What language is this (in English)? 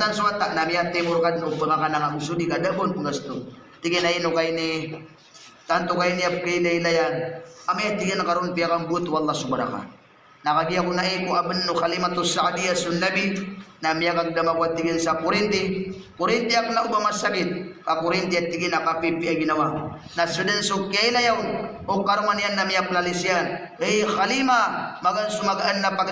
Maranao